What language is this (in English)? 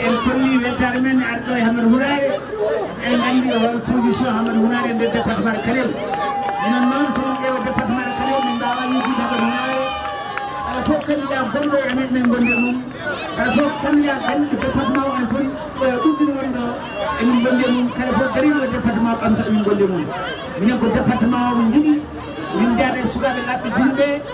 Fula